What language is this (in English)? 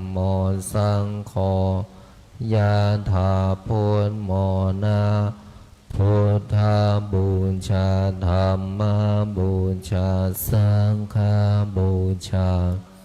Pali